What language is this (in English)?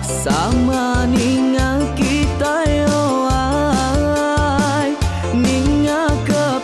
Iban